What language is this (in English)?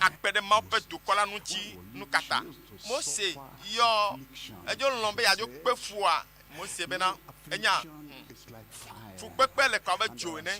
Ewe